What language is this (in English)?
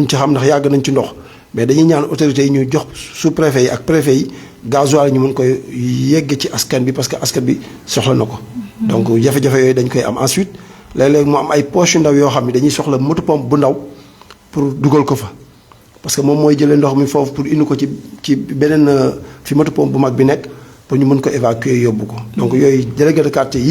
Wolof